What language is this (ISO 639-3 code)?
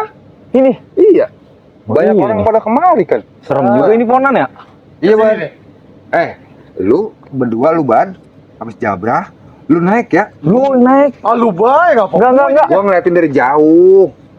bew